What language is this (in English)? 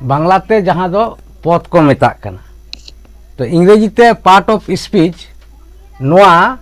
Santali